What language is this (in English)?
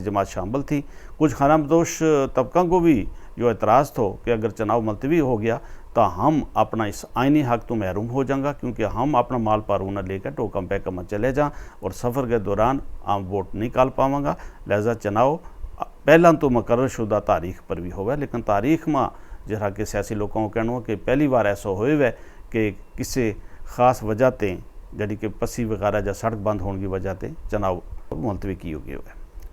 Gujari